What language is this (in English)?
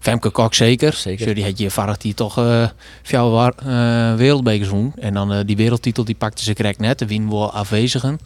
Western Frisian